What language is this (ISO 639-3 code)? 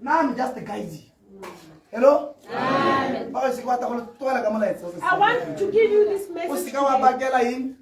tsn